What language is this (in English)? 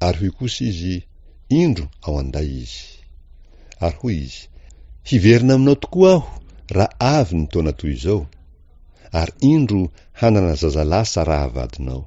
Malagasy